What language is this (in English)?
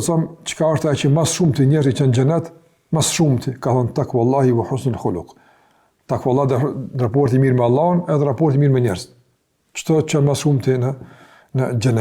Albanian